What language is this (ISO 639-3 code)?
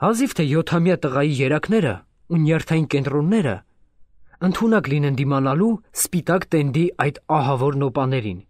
hye